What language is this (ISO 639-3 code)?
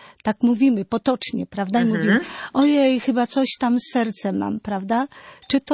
pol